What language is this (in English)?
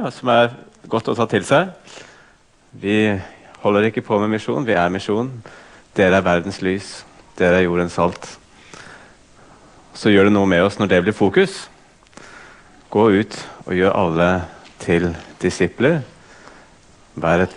Norwegian